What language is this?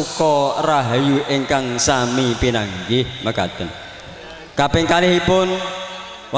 Javanese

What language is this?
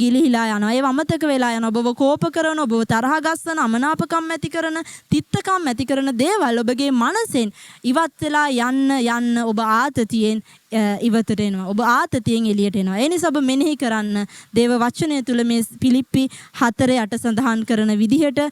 Sinhala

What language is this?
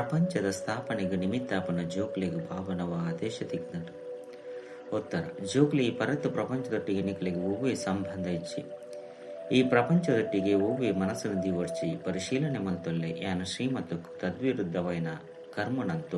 Tulu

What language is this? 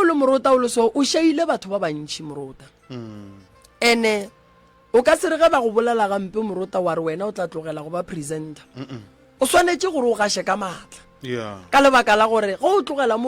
Northern Sotho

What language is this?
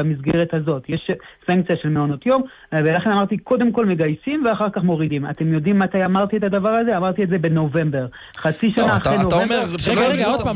Hebrew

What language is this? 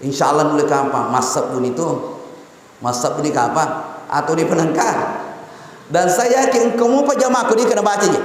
Buginese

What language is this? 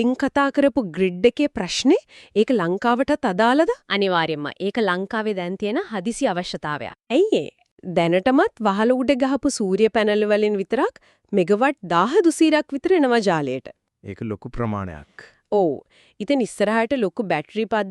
Sinhala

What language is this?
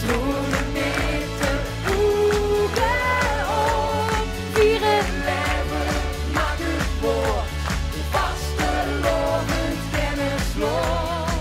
Limburgish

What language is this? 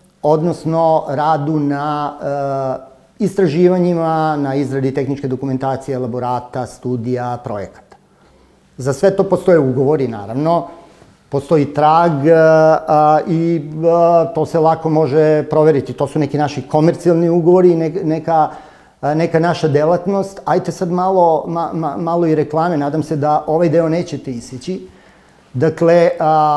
Serbian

